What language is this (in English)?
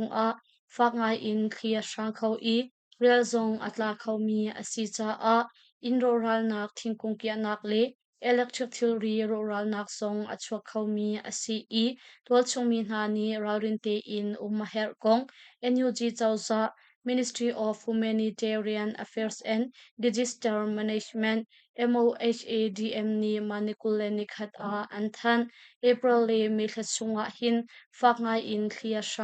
Hakha Chin